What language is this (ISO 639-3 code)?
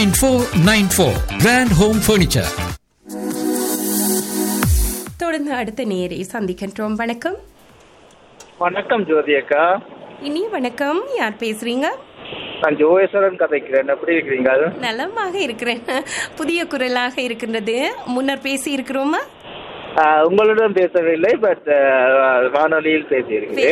tam